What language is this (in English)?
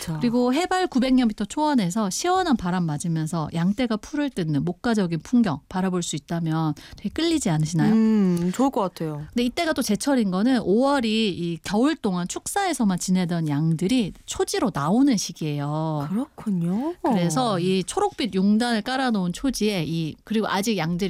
Korean